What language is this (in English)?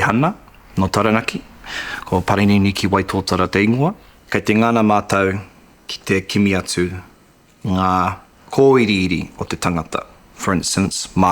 Māori